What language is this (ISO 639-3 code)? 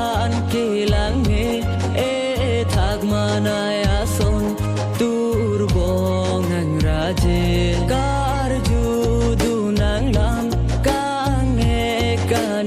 mjw